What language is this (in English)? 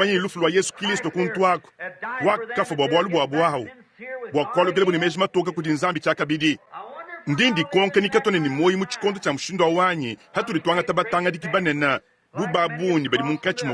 Luba-Lulua